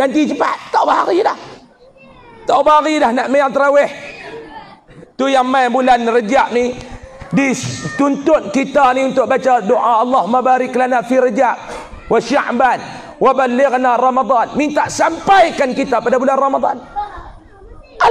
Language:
Malay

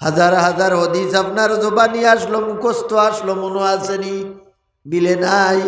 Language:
Sylheti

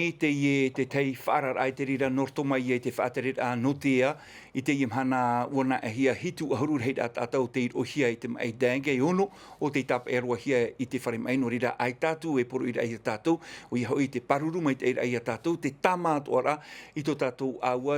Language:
Tahitian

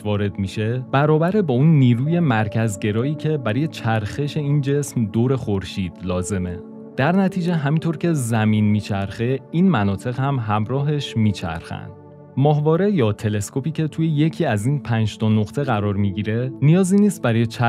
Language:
Persian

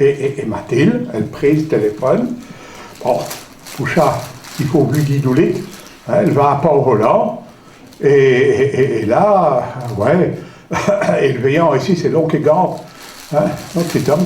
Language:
Picard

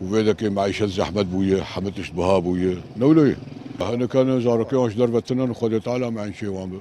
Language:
Kurdish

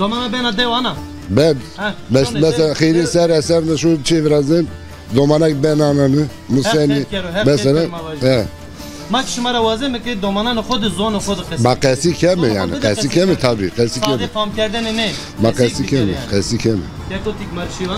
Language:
Zaza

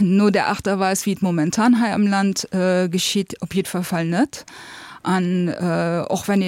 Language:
Luxembourgish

